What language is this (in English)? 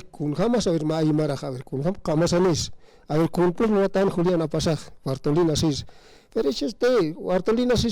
Aymara